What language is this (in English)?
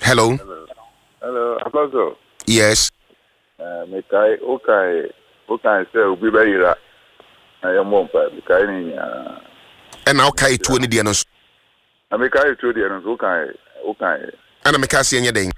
Akan